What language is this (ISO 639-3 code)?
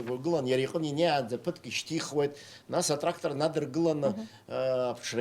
abk